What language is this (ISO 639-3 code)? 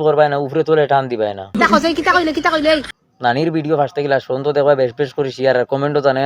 syl